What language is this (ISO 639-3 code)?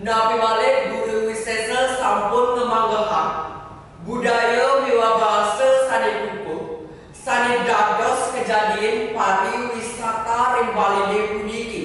ban